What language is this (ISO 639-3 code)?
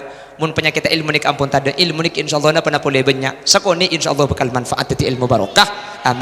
mad